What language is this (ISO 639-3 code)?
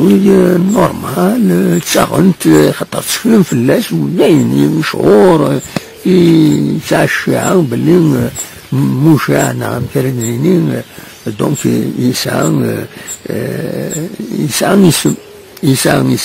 kab